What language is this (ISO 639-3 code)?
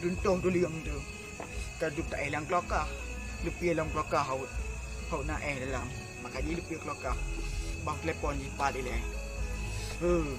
ace